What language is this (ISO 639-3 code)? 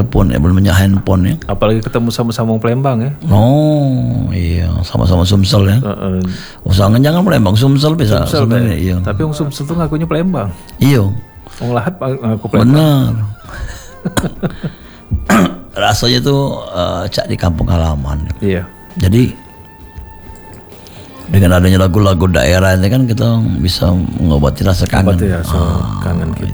ind